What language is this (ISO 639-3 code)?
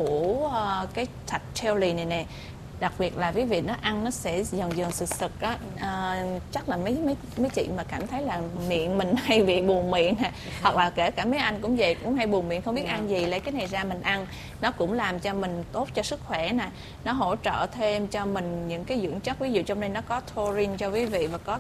vie